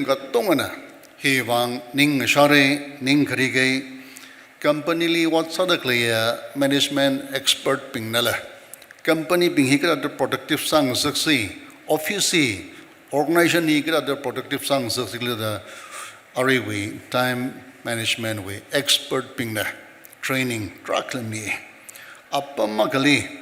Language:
Tangkhul Naga (India)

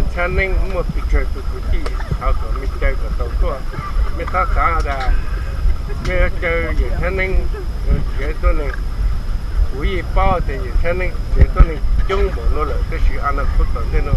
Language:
Hmong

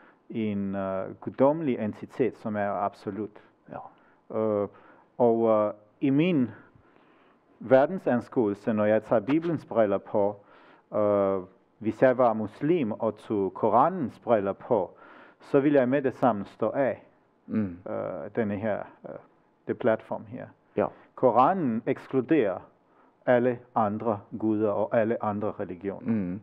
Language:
Danish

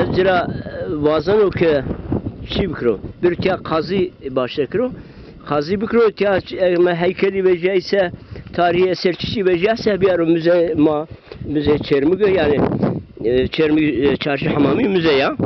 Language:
Zaza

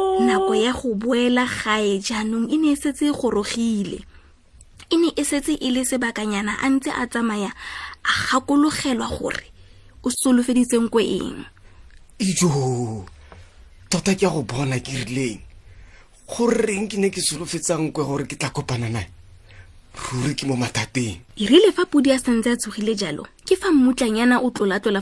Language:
Tswana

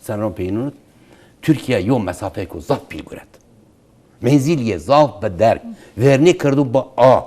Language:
Zaza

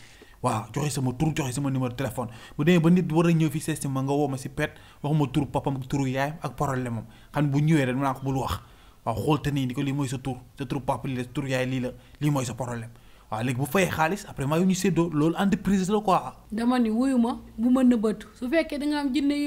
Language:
Wolof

